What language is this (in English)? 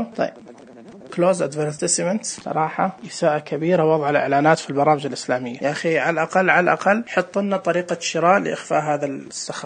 Najdi Arabic